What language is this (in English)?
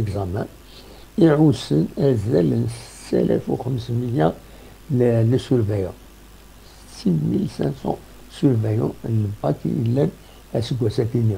Kabyle